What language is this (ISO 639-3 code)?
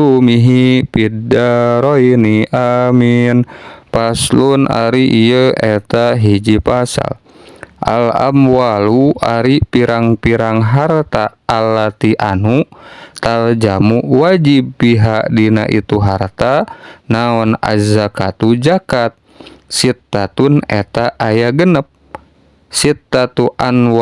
sun